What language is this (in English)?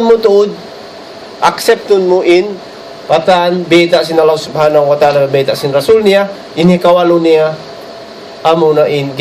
Tausug